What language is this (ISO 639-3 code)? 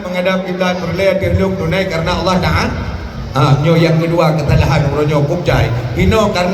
ace